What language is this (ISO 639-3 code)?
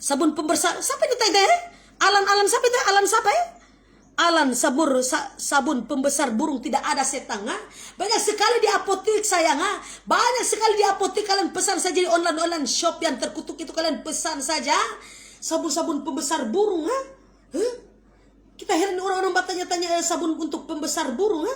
xmm